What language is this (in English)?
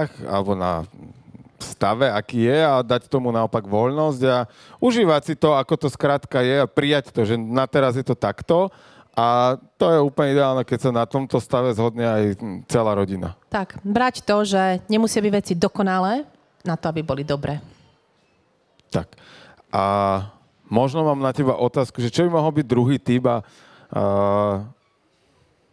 Slovak